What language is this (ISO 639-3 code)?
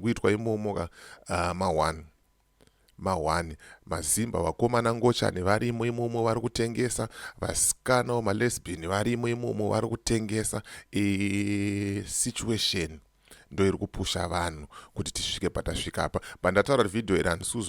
sna